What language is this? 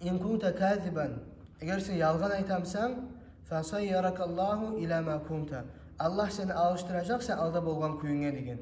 Kumyk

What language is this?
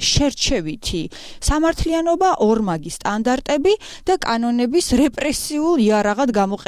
Georgian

